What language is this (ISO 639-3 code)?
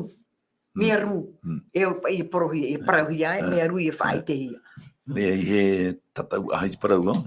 tah